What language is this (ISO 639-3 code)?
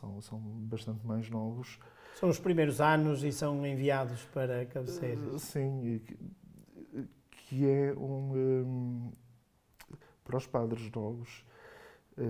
por